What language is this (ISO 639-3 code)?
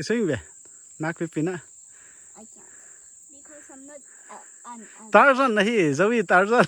pck